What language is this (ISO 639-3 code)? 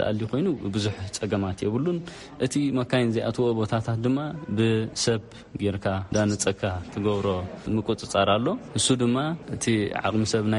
tir